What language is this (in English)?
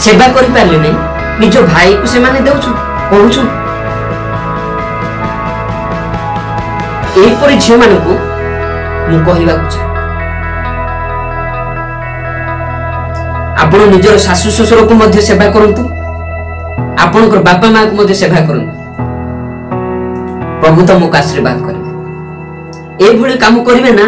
Odia